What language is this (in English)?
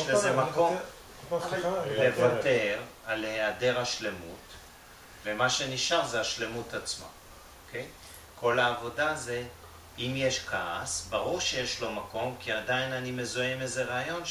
Hebrew